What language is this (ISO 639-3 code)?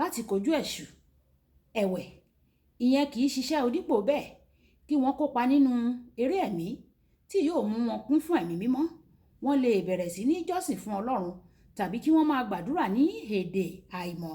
yor